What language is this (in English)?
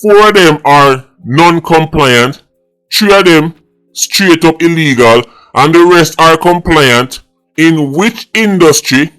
Jamaican Creole English